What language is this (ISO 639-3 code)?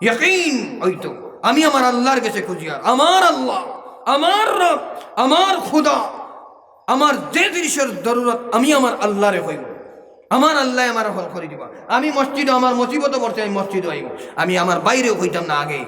syl